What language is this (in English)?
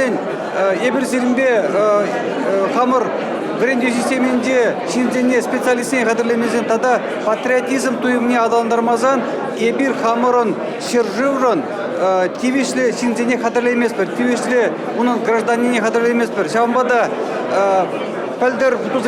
Chuvash